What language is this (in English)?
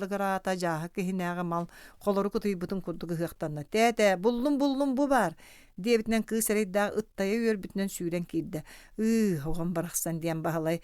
Yakut